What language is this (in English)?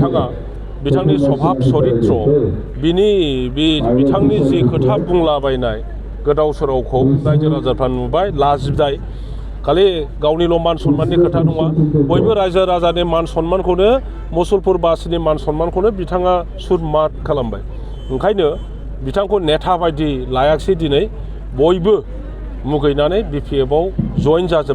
Bodo